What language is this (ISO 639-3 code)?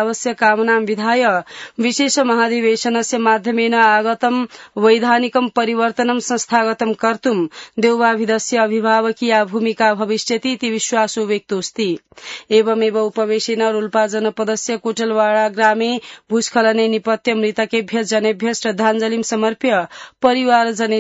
san